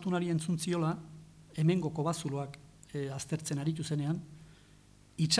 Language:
Basque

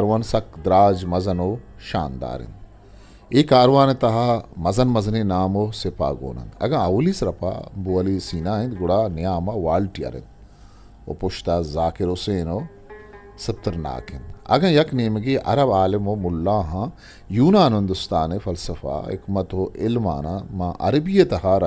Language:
Eastern Balochi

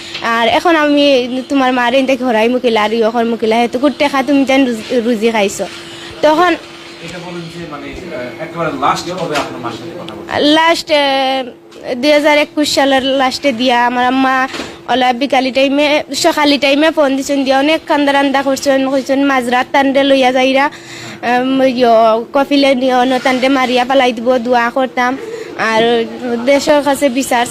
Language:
Sylheti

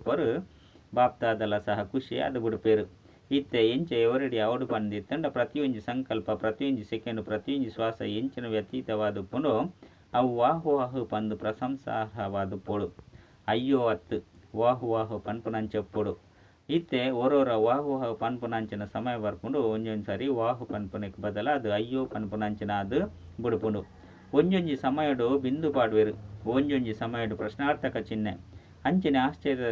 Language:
Tulu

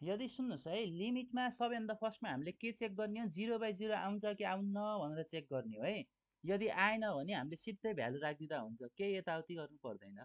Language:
Nepali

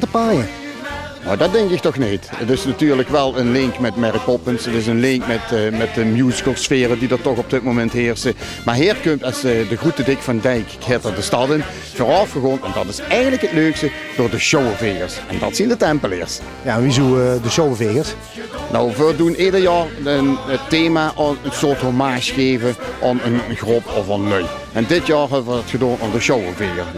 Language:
Limburgish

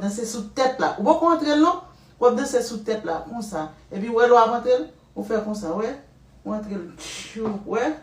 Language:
Haitian Creole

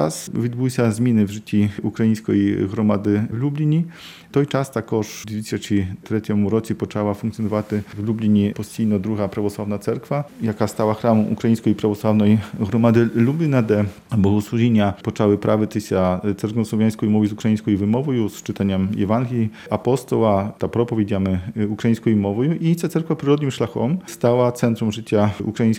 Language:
Ukrainian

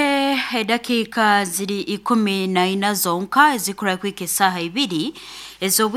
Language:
Nyoro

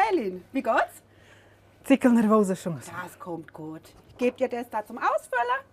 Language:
Romansh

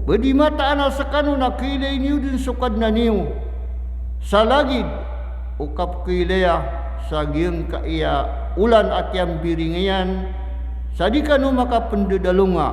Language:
Maranao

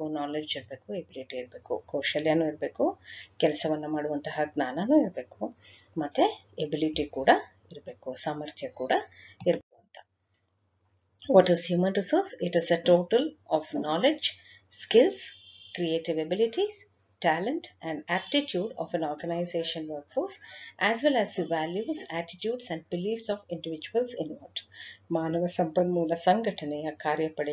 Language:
Kannada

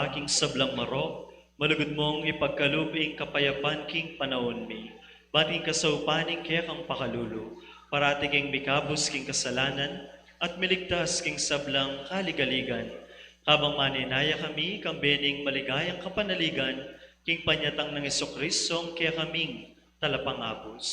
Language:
Pampanga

